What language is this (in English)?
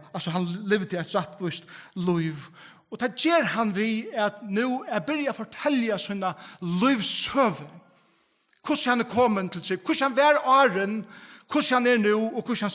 Faroese